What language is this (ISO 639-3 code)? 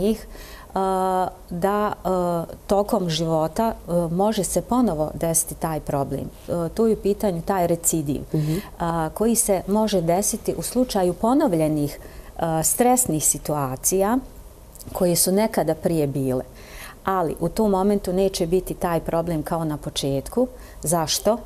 bos